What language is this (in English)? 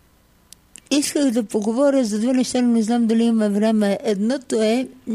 Bulgarian